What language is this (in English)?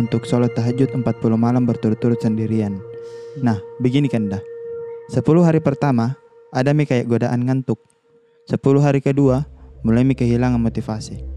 Makassar Malay